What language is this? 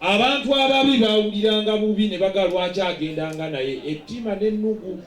Ganda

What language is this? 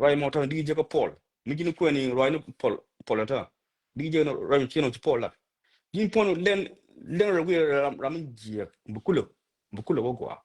Nuer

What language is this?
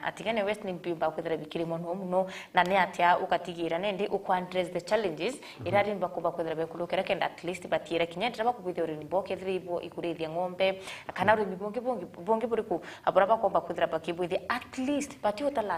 Meru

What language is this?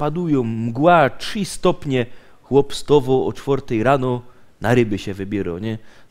Silesian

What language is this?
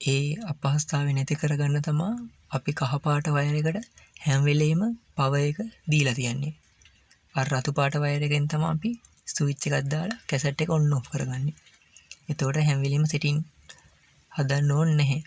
Sinhala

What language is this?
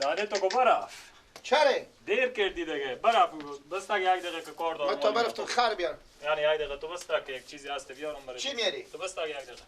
Persian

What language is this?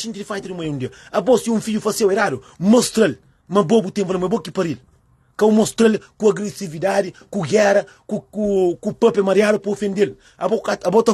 Kabuverdianu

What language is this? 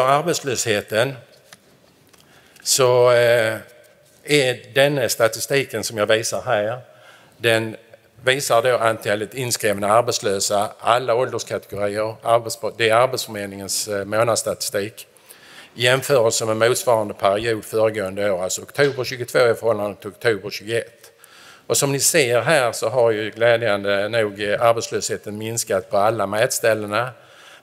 Swedish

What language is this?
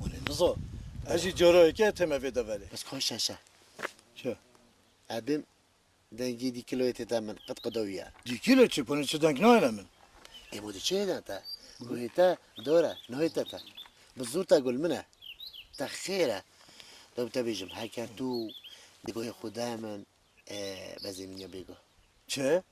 Kurdish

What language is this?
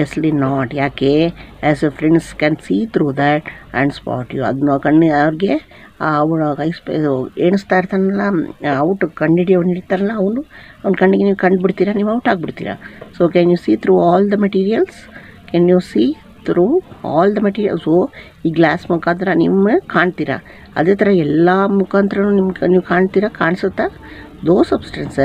Kannada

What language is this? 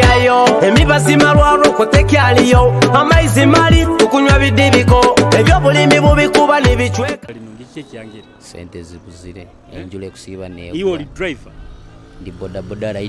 Nyoro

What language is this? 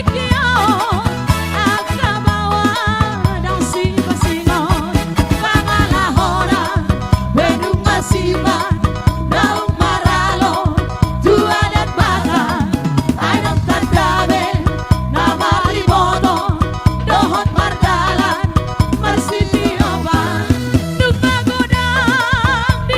Batak Toba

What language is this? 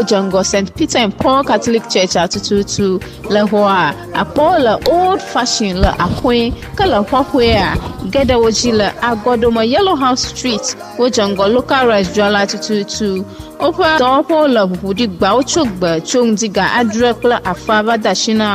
Ewe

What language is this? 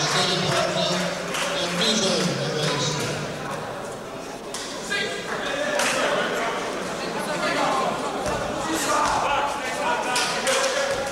Polish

